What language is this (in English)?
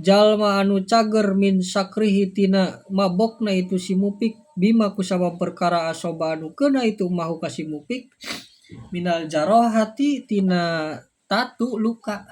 Sundanese